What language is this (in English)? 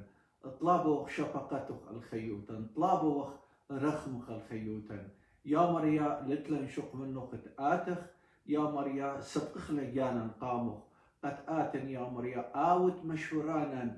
Assyrian Neo-Aramaic